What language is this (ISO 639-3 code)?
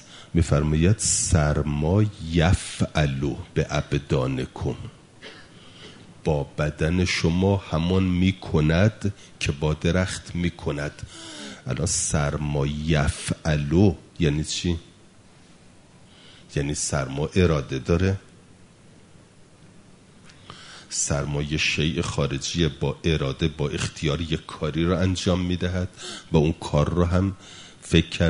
fas